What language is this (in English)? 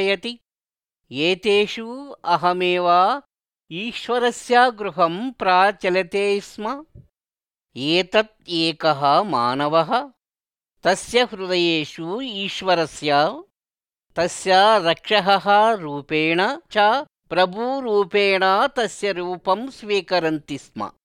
Sanskrit